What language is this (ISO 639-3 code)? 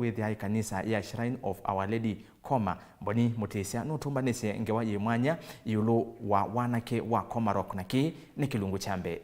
kam